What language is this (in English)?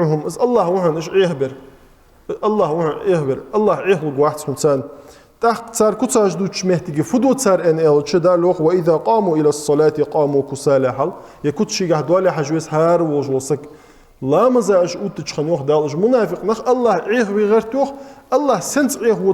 Ingush